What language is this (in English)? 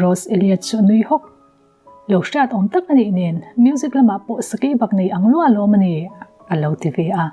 Mizo